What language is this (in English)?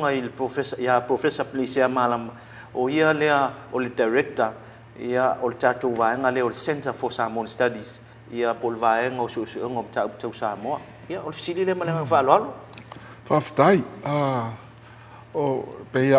Samoan